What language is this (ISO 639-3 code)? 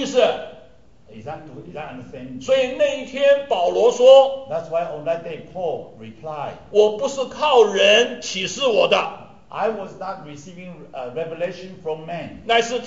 zho